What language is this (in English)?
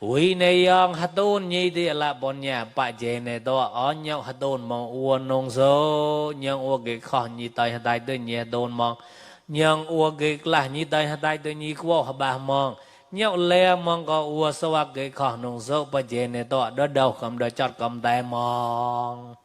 Mon